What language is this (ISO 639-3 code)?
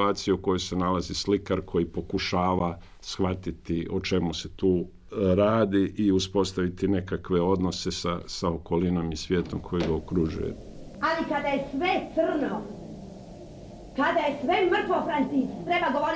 hrv